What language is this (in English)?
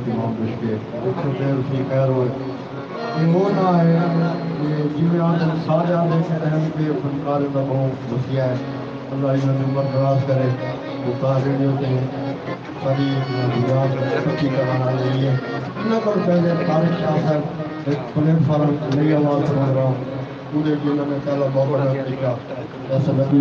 Saraiki